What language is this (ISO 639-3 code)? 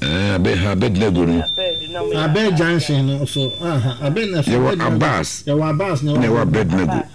aka